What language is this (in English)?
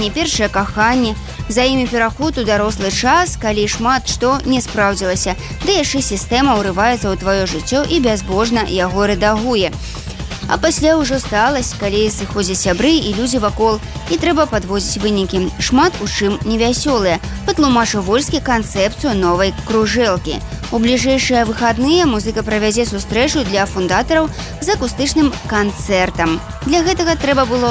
Belarusian